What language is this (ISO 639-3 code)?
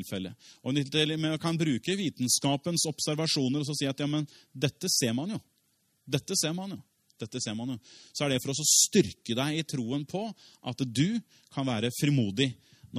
nor